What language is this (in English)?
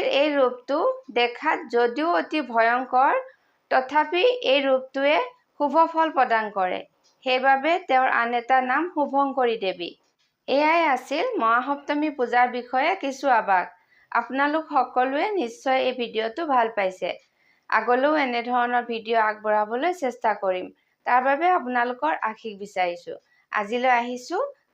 Assamese